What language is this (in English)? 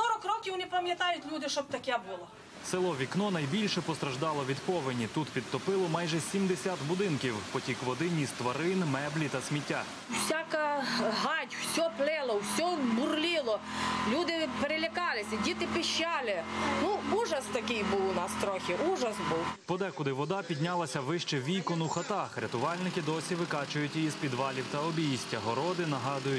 Ukrainian